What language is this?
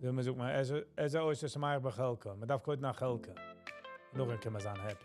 Yiddish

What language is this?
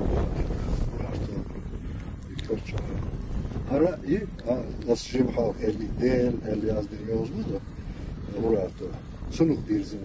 Chechen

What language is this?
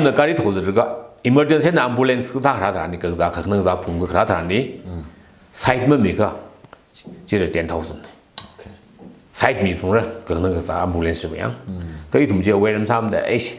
Tangkhul Naga (India)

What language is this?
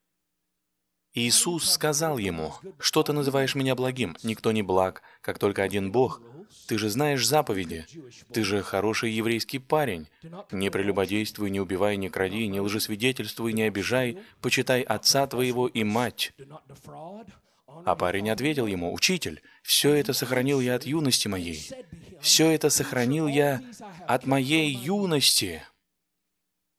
Russian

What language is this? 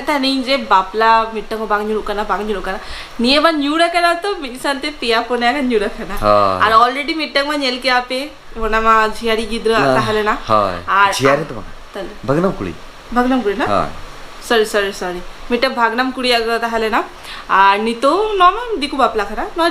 Santali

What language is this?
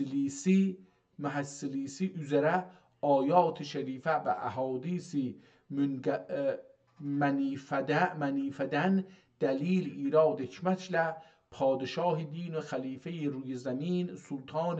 South Azerbaijani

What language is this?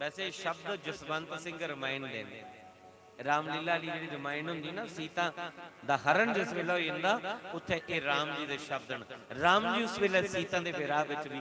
Dogri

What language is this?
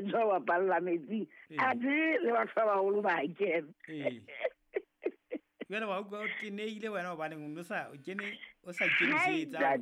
Southern Sotho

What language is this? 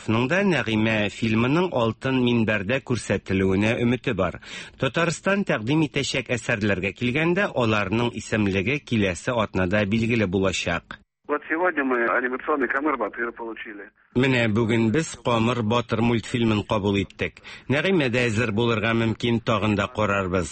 Tatar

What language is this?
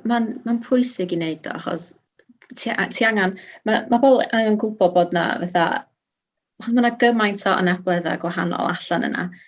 Welsh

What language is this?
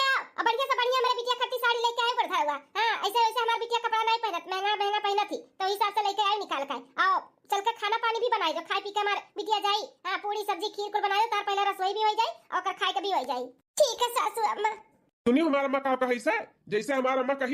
Bhojpuri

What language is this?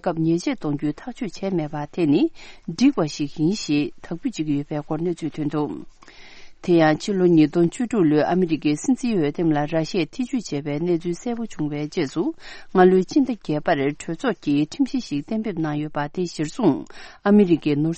Tibetan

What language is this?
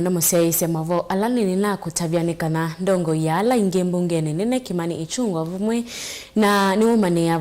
Kamba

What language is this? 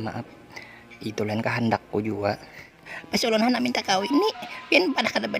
Banjar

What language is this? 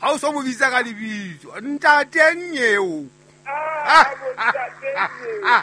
Southern Sotho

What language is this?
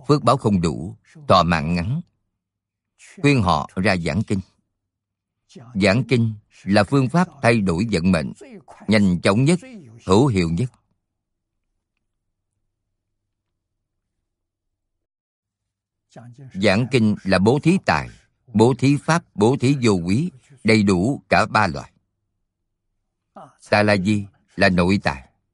Vietnamese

